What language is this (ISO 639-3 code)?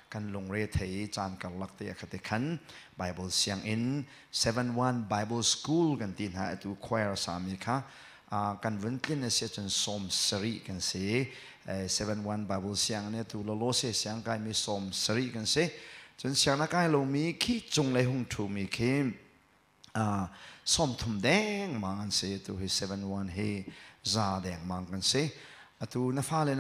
cnh